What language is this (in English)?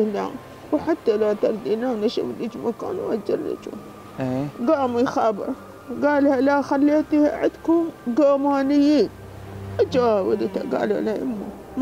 Mesopotamian Arabic